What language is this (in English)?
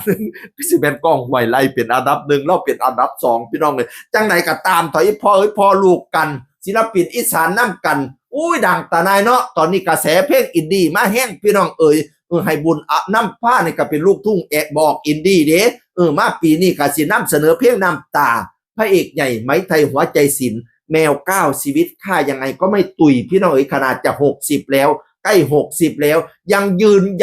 Northeastern Thai